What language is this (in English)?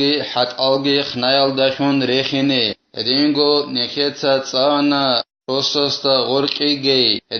Avaric